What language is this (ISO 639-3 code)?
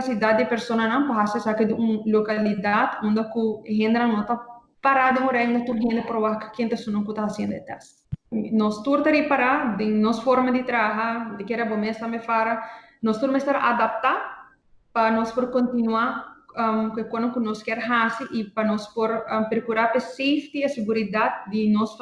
pap